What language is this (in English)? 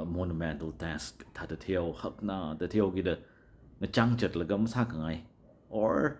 Tangkhul Naga (India)